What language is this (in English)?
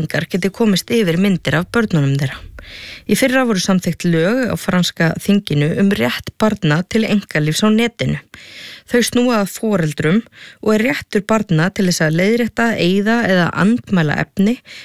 Icelandic